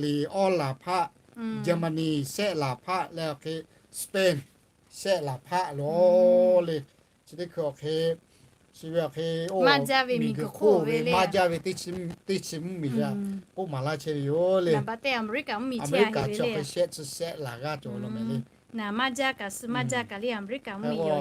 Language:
Lahu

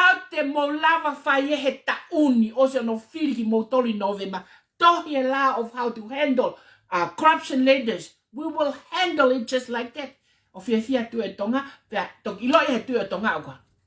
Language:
Tongan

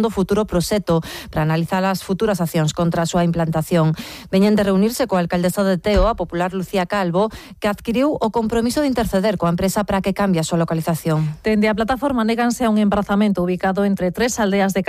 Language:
Galician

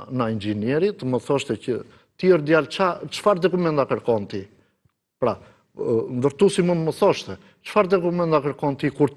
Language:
Albanian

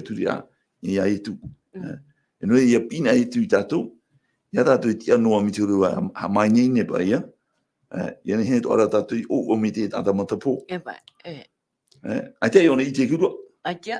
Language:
Tahitian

